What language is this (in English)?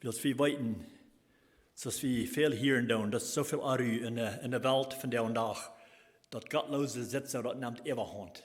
Plautdietsch